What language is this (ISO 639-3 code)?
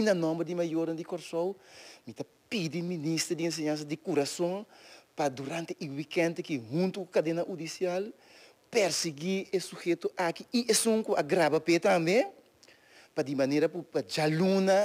pap